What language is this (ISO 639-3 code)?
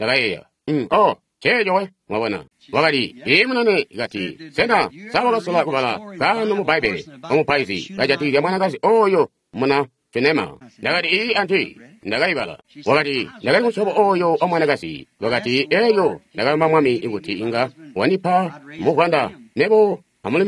toi